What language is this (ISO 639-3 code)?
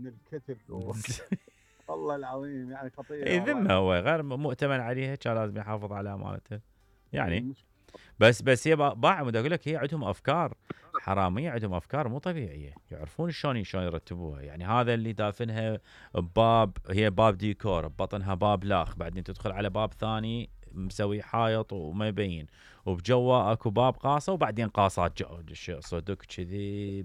acm